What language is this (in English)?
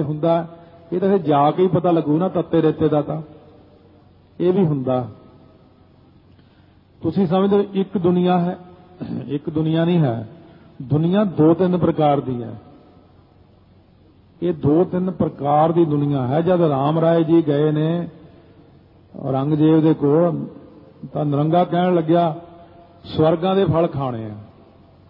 Punjabi